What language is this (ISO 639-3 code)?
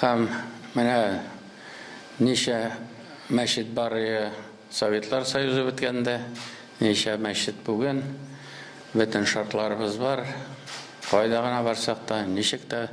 tat